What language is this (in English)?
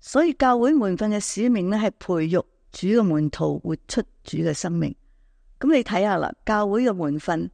Cantonese